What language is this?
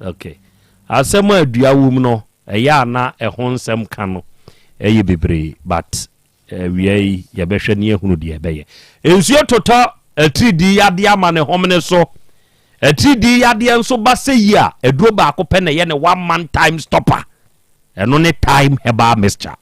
Akan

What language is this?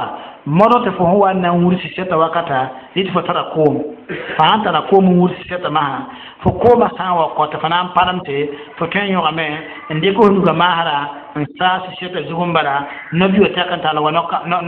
Mossi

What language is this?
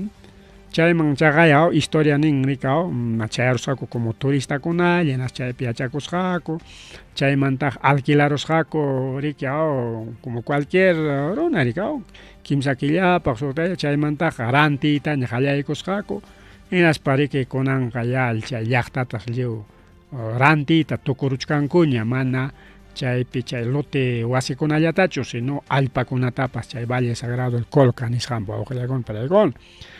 Ayacucho Quechua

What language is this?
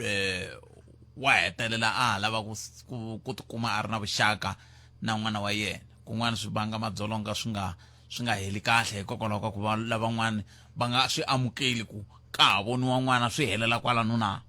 Tsonga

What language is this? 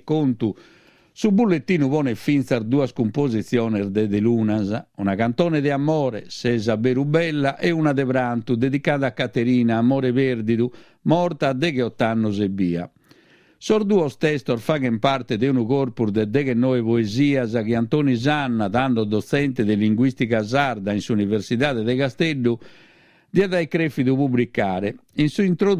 Sardinian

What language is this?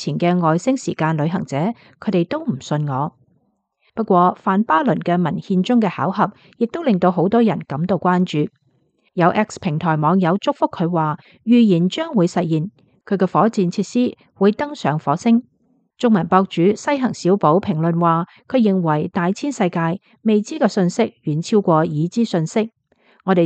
Cantonese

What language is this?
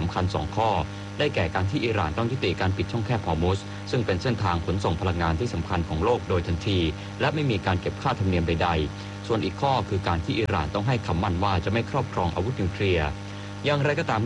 Thai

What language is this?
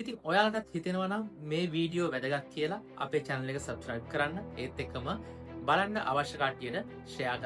Sinhala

